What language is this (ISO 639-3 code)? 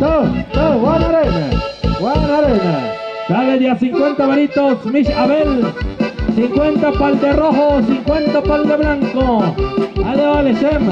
mxp